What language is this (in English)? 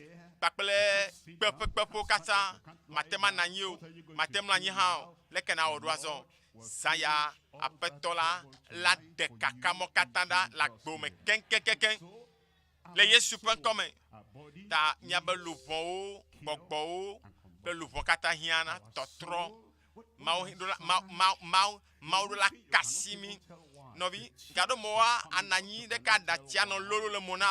Ewe